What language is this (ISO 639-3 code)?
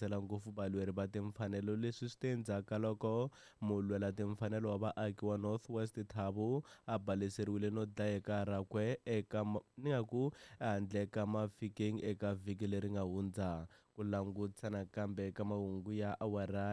tso